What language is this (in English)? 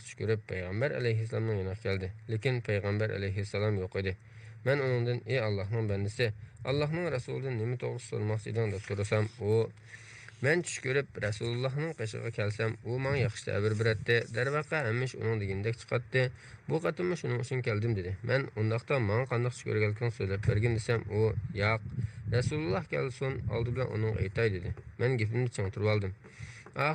Uyghur